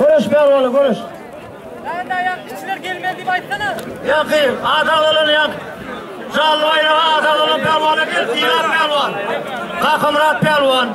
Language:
Turkmen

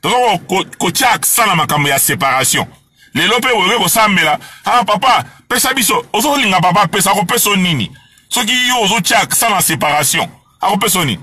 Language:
Lingala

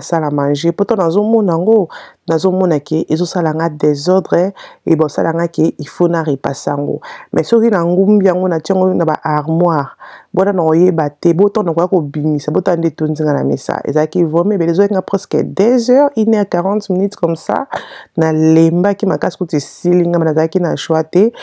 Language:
Lingala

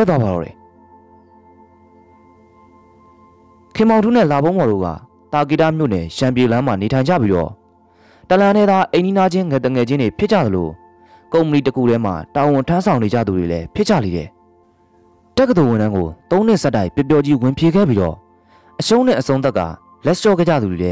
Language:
Burmese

